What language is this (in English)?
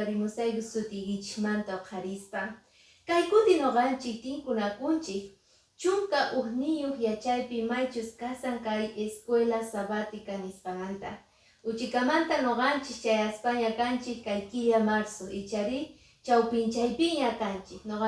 Quechua